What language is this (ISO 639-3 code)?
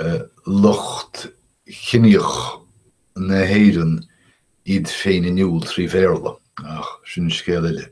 gle